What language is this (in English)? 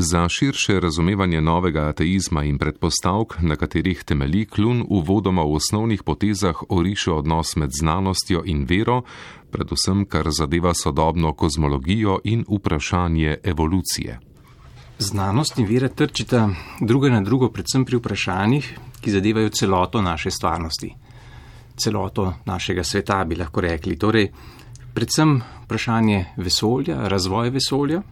Slovenian